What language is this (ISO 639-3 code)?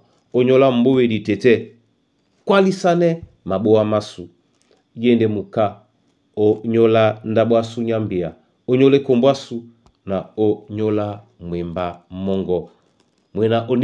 dua